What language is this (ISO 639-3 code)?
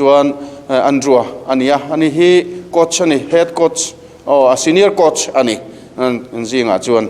lus